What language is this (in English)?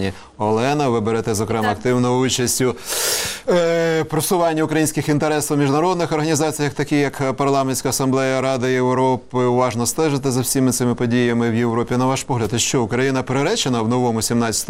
Ukrainian